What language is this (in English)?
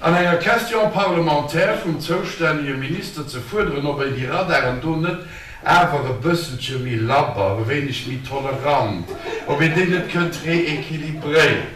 Luxembourgish